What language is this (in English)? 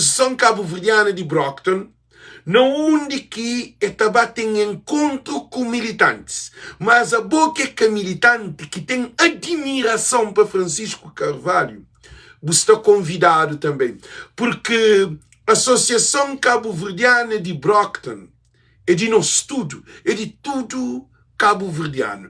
Kabuverdianu